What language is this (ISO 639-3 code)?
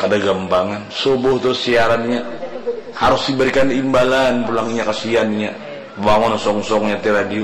bjn